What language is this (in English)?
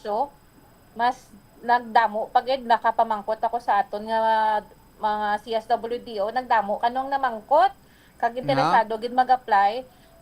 Hiligaynon